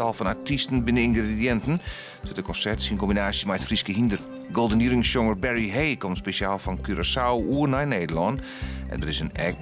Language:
Western Frisian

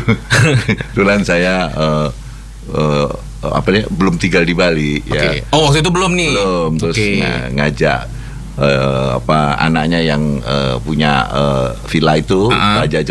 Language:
Indonesian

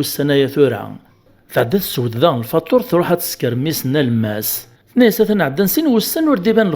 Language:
Kabyle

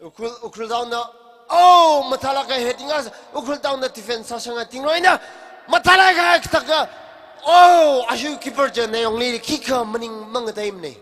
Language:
Tangkhul Naga (India)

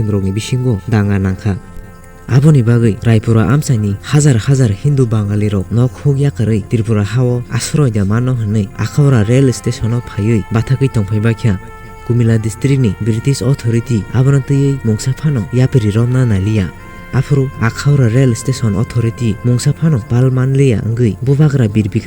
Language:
Kok Borok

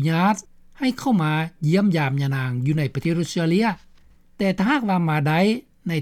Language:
Lao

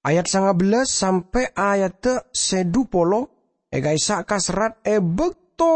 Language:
Madurese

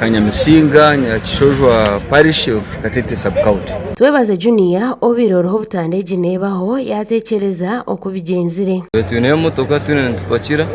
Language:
Nyankole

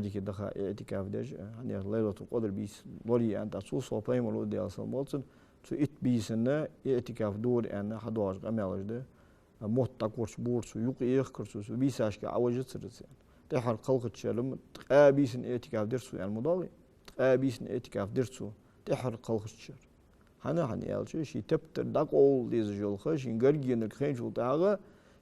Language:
Ingush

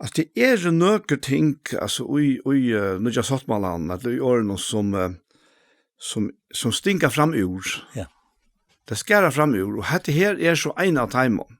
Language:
Faroese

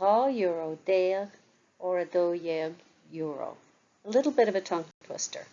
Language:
Irish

